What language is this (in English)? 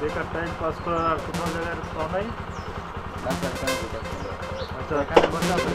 Sylheti